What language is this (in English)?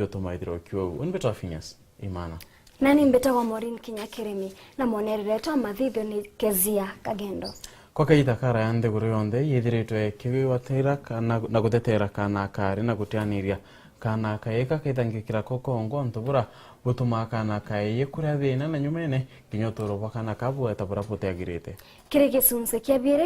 Meru